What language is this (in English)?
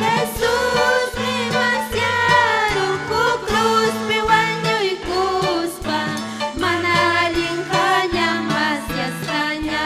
Ayacucho Quechua